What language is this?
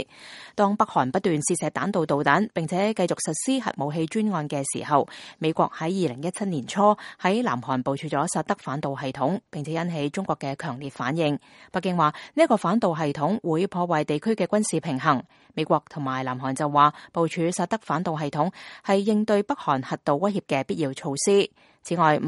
Cantonese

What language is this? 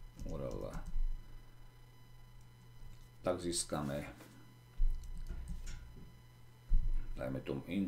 Slovak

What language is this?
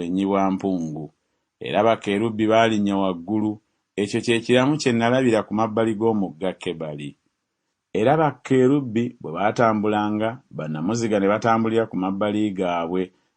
Ganda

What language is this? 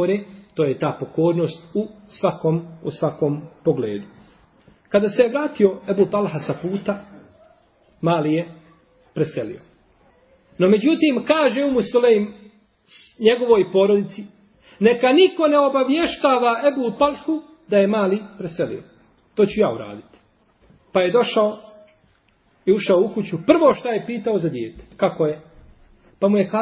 Bosnian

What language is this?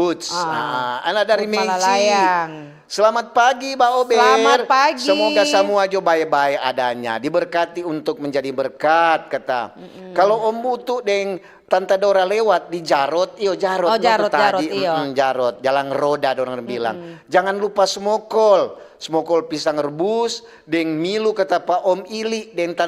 Manado Malay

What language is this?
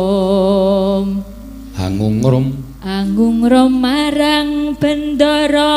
Javanese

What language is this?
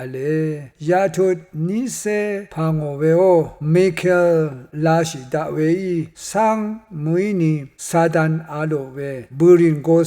Rawang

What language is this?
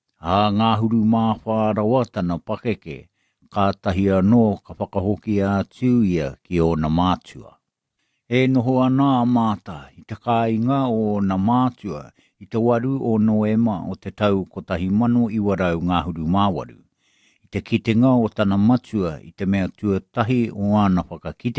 Māori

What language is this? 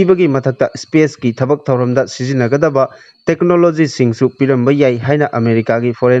Manipuri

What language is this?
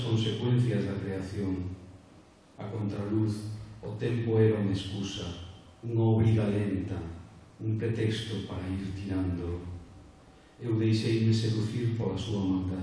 Galician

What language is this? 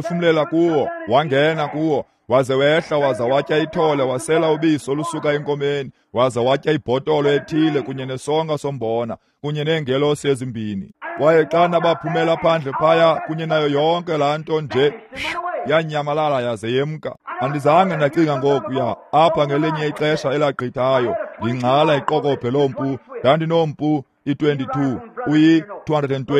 Xhosa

